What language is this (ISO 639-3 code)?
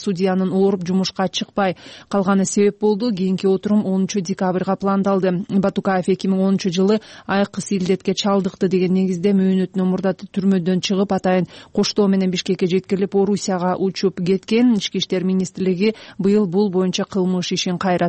kir